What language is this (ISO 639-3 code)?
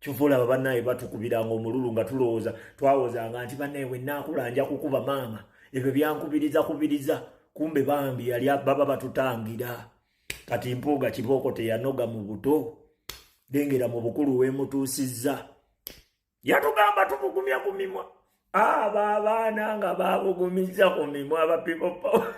lug